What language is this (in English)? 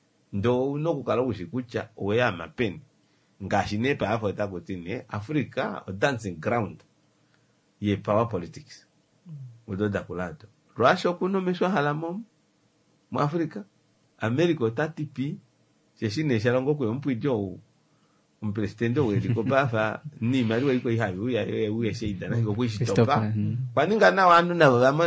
Kuanyama